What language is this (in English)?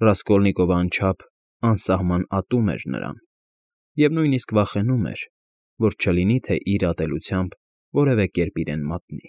Armenian